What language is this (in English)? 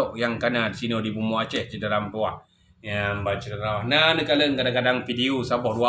Achinese